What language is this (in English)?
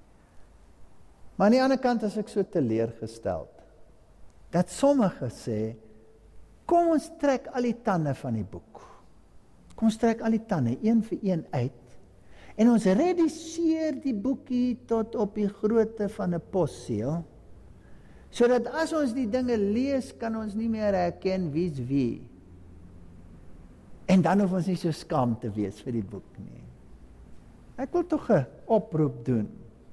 Afrikaans